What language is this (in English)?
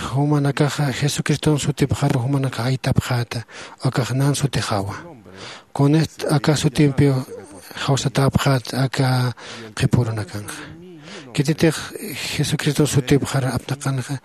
Aymara